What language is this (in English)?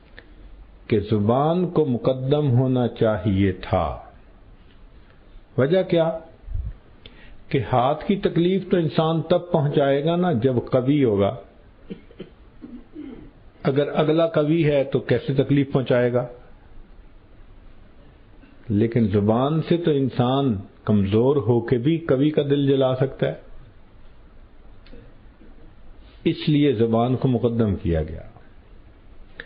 Urdu